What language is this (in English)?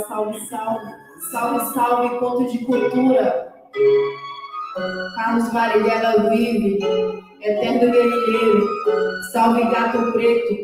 Portuguese